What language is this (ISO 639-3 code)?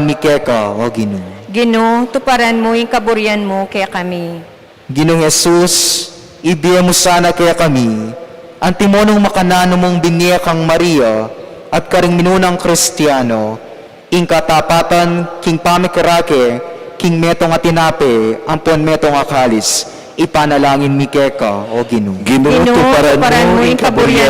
pam